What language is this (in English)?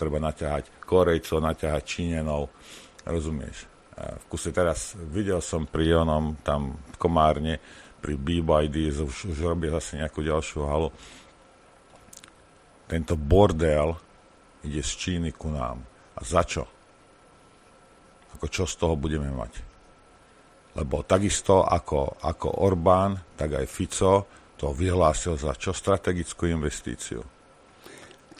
Slovak